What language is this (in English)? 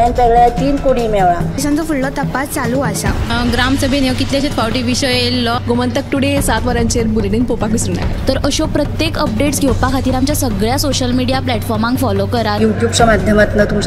Konkani